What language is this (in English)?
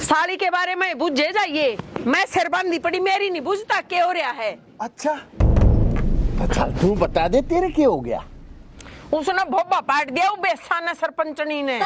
Haryanvi